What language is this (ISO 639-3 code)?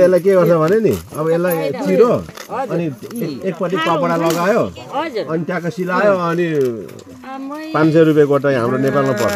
nep